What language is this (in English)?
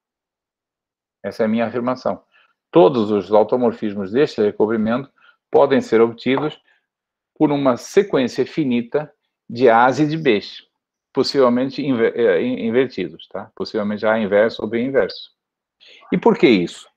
Portuguese